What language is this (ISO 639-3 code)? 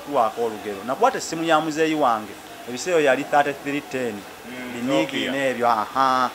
lug